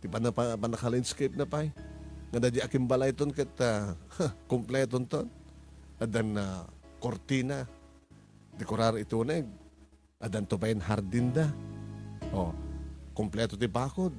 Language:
Iloko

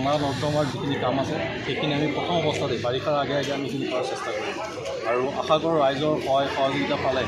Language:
Assamese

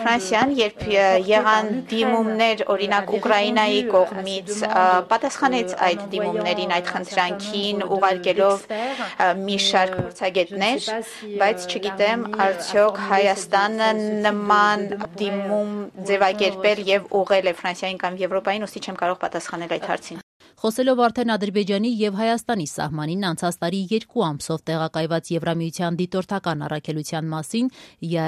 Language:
Armenian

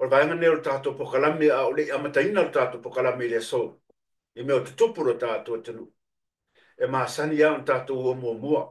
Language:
Samoan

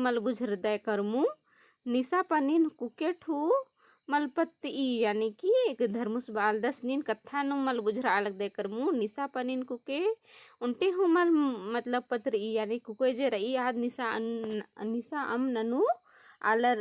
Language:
Kurukh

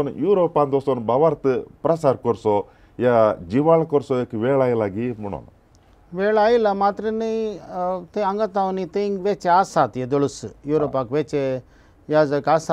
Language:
Konkani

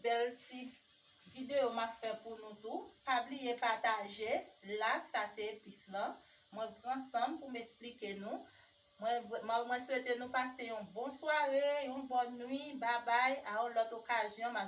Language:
Haitian Creole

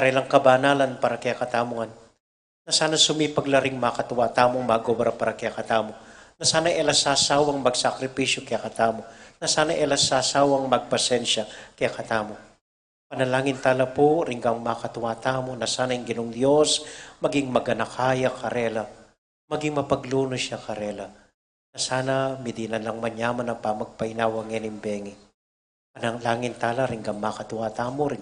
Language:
Pampanga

